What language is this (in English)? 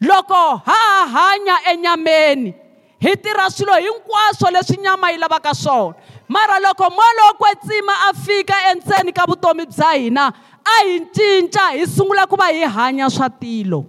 Tsonga